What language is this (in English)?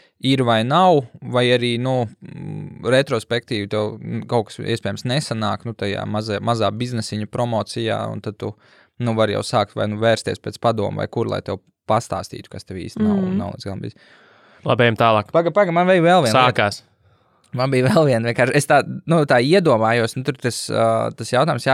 Latvian